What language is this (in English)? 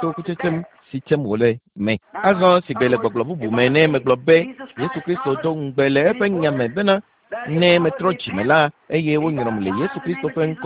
Ewe